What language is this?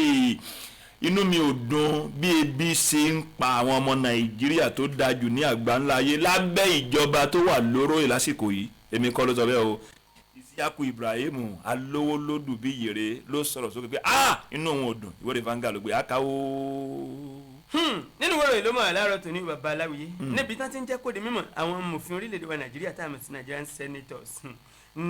Yoruba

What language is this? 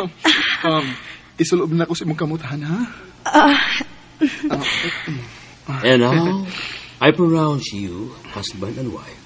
Cebuano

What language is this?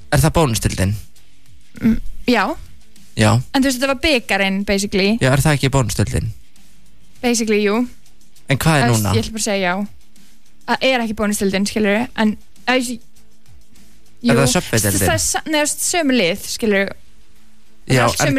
Icelandic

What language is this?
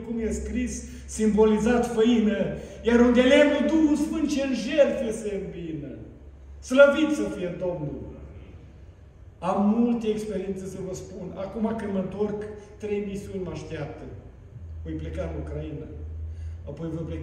Romanian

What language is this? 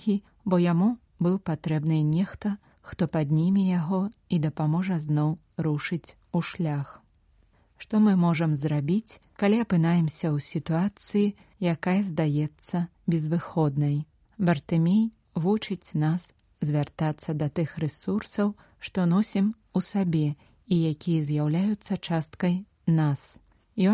Belarusian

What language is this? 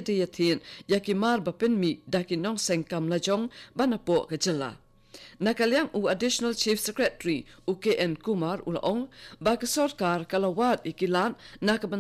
Khasi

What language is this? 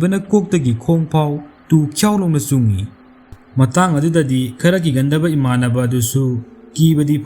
Manipuri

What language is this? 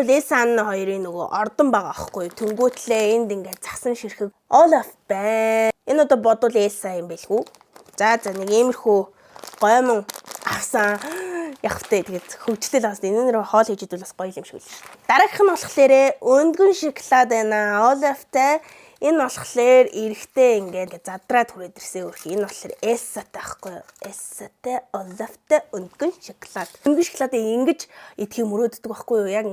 Mongolian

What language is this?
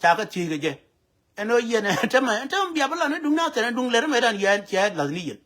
Nuer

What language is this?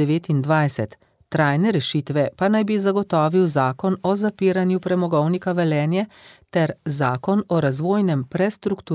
Slovenian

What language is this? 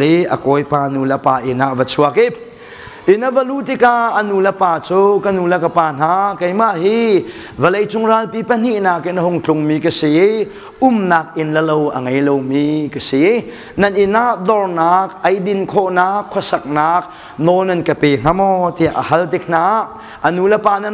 Hakha Chin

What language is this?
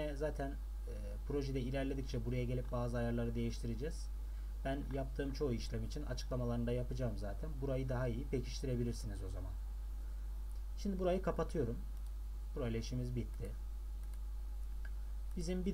Turkish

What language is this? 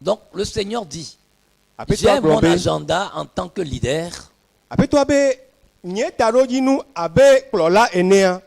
Ewe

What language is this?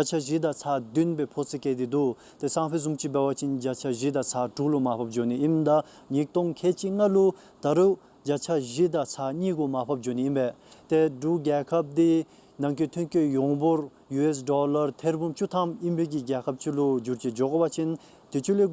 Dzongkha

